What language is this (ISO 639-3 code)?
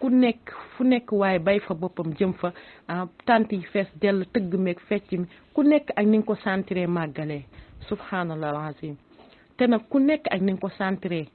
wol